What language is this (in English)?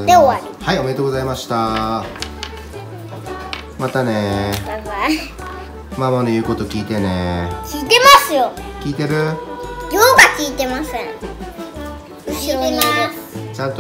Japanese